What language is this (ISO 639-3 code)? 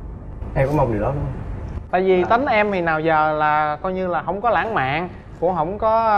vie